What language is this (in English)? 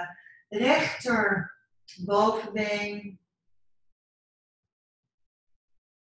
Dutch